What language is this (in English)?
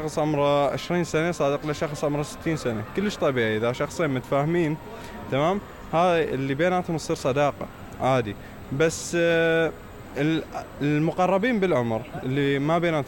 Mesopotamian Arabic